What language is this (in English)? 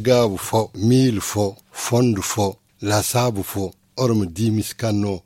Zarma